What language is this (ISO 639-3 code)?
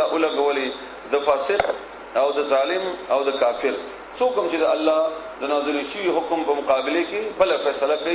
pus